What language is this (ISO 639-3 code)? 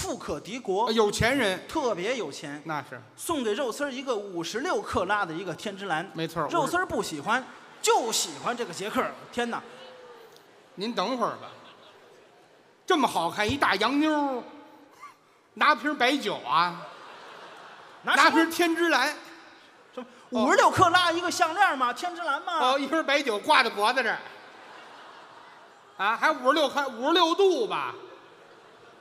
zho